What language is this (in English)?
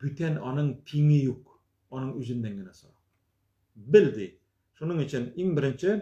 Tatar